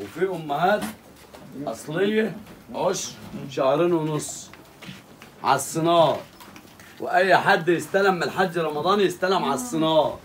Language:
Egyptian Arabic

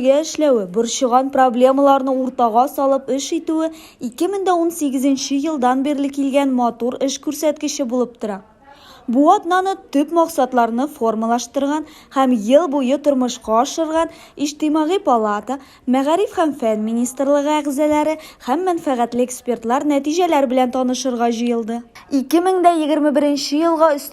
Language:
Tatar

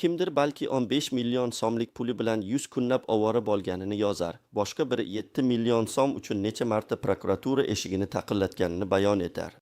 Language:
Uzbek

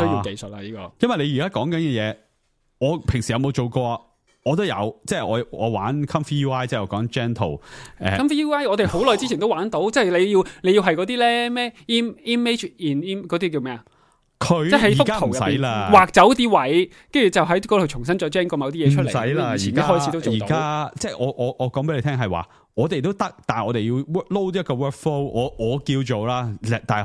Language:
Cantonese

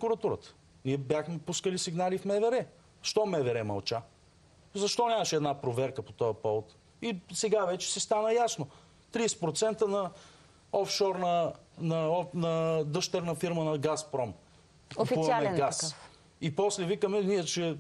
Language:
Bulgarian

